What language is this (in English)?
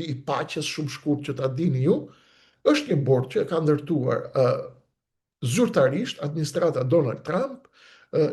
Albanian